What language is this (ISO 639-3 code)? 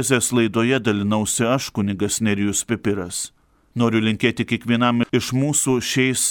lit